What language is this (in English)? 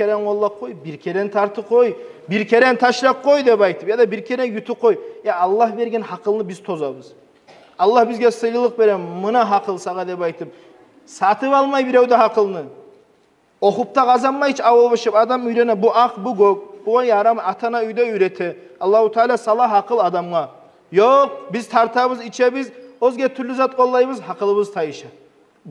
Kumyk